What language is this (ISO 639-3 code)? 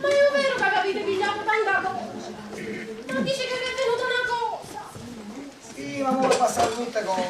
nap